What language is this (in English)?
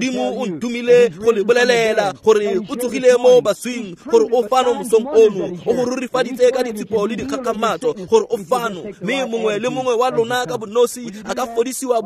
Tswana